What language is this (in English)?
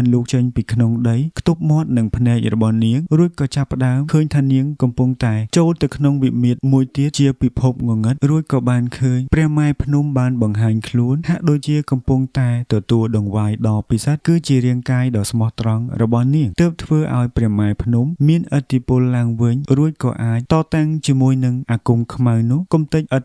Khmer